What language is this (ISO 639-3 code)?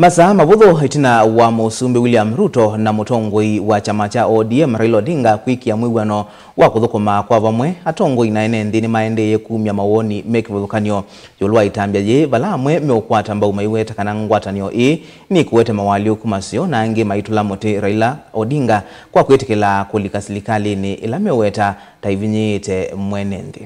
kam